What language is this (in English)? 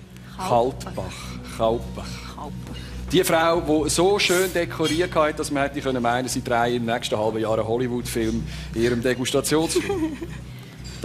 Swiss German